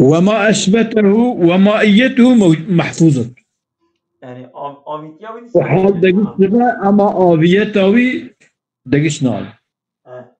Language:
Kurdish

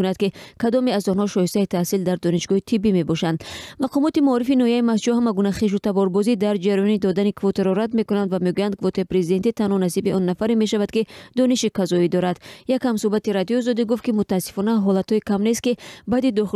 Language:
Tajik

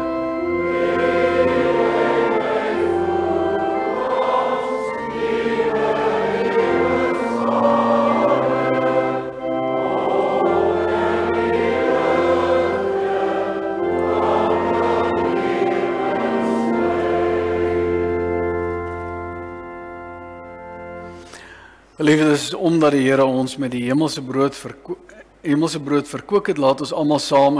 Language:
Afrikaans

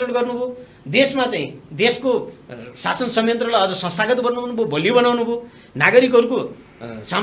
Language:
Nepali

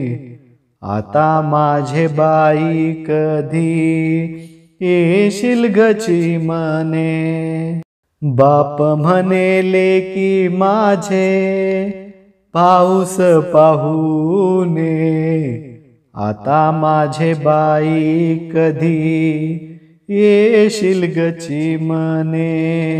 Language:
Marathi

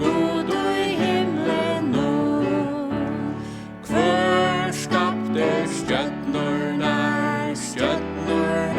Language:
Faroese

